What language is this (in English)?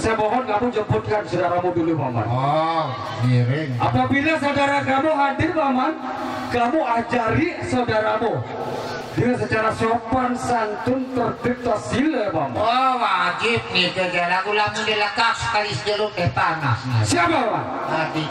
Sasak